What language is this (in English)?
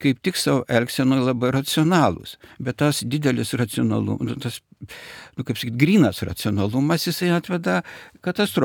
Lithuanian